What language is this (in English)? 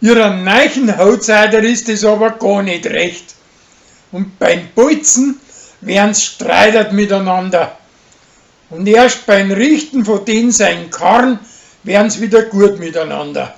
Bavarian